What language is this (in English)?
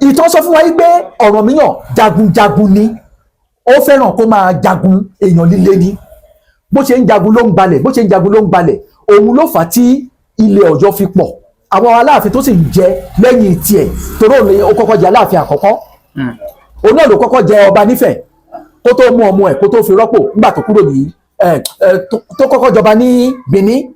Yoruba